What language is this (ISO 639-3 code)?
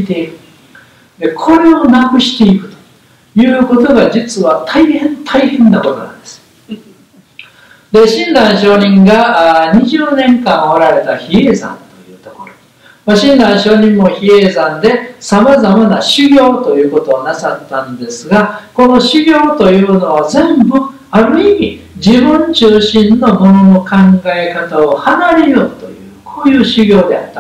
jpn